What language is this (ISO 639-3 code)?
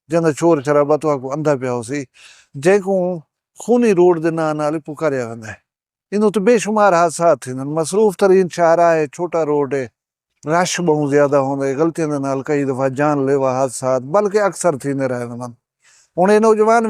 skr